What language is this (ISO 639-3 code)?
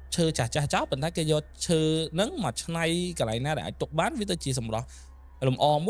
khm